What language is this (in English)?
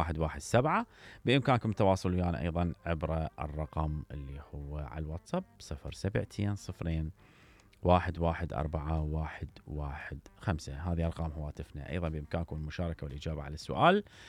Mesopotamian Arabic